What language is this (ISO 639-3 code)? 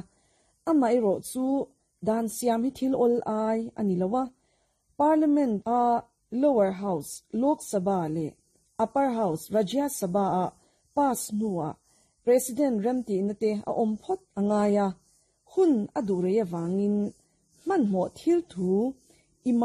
lus